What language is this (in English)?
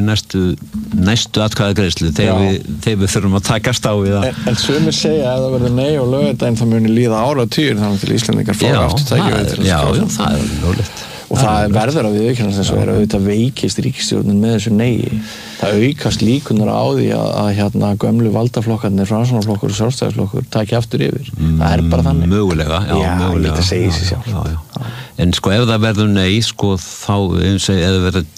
Icelandic